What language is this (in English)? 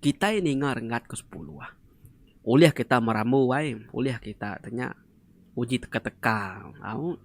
Iban